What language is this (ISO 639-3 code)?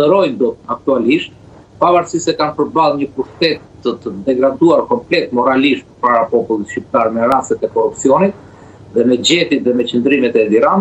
sqi